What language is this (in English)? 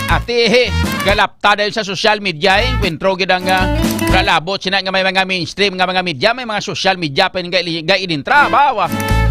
Hiligaynon